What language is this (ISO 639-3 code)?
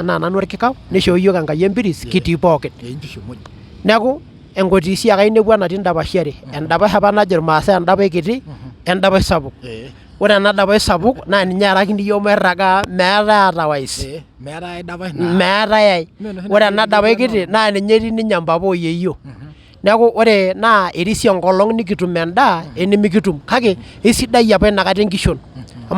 mas